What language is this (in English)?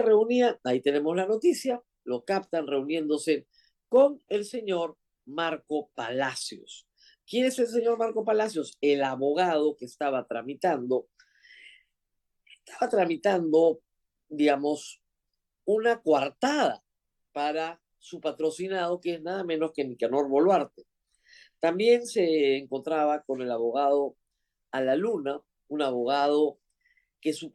Spanish